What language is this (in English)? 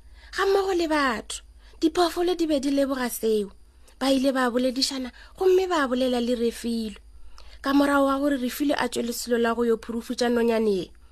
Northern Sotho